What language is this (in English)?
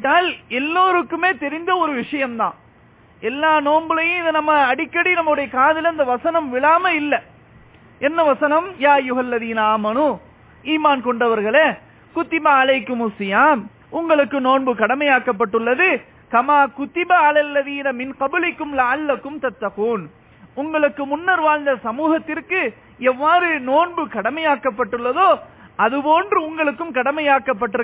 Tamil